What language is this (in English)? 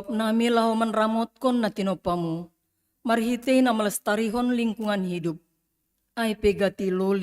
Batak Simalungun